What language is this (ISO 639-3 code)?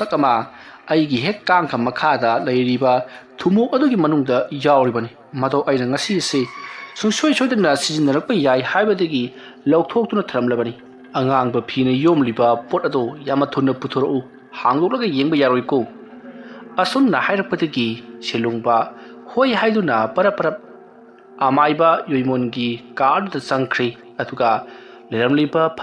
mni